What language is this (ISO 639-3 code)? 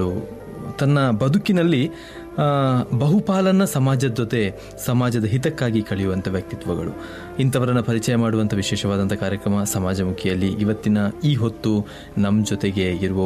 kan